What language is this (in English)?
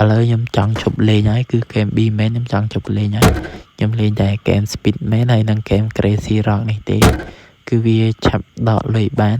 Khmer